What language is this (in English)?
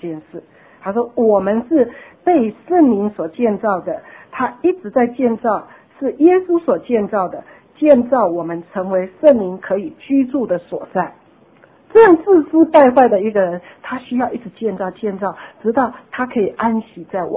Chinese